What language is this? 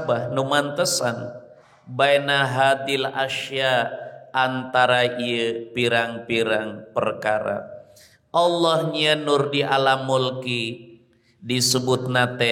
Sundanese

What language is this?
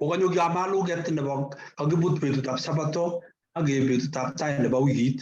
Kalenjin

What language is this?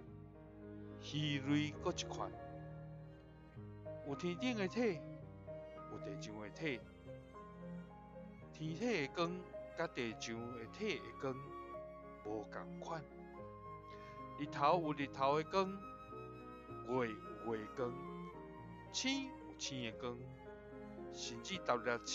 Min Nan Chinese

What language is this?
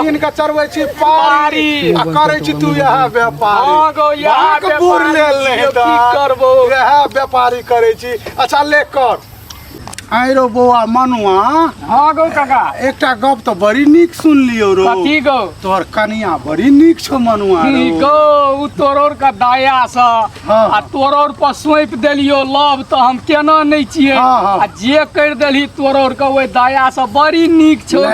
Maithili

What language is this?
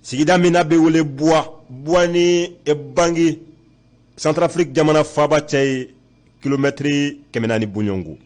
Bambara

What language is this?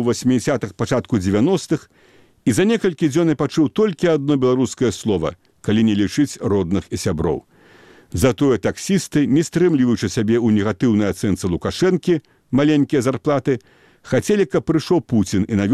Belarusian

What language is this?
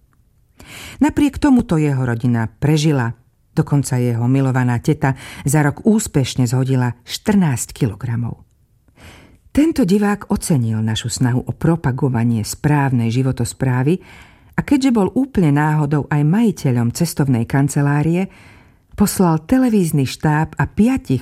Slovak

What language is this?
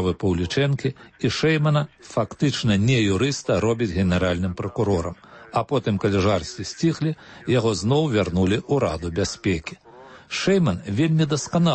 Belarusian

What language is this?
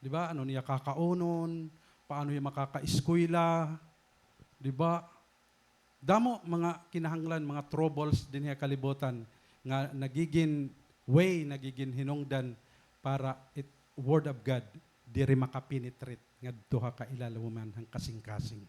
Waray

